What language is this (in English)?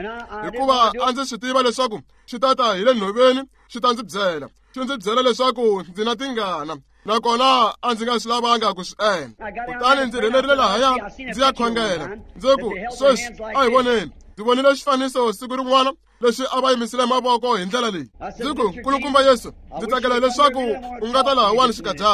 Tsonga